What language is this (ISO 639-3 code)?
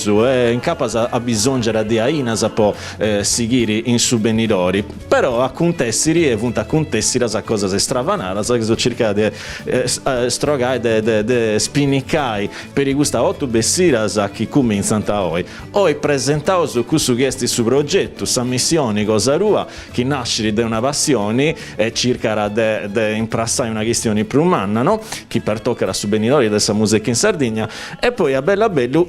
srd